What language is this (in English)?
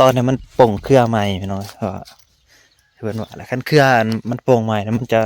Northeastern Thai